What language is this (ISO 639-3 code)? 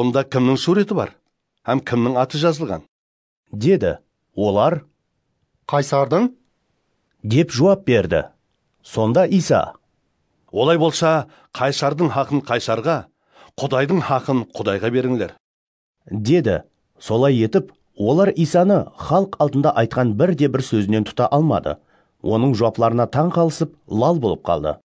kaa